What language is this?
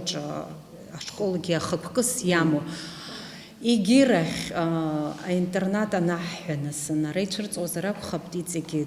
Abkhazian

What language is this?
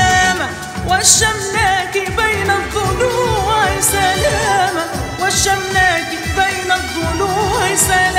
Arabic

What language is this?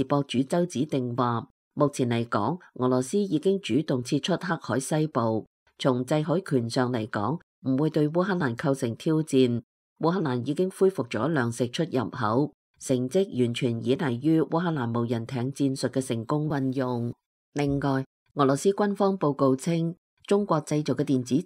Cantonese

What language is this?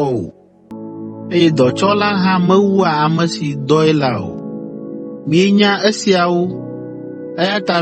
Ewe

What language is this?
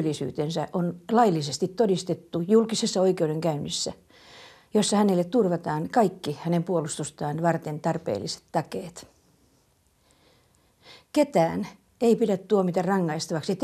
Finnish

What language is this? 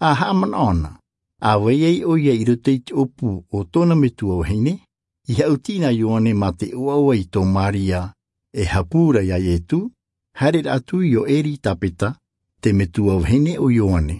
Tahitian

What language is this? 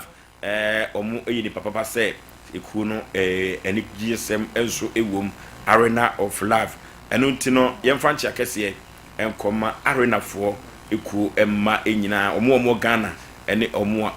Akan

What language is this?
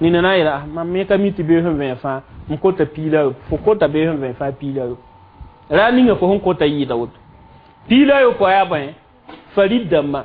Mossi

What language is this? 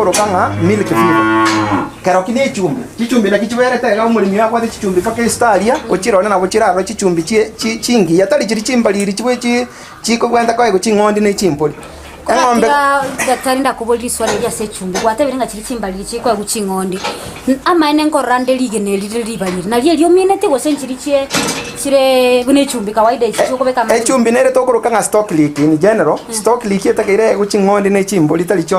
Gusii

